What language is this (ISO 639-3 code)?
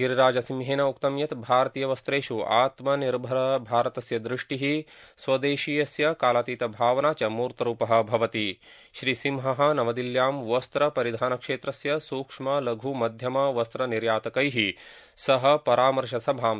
san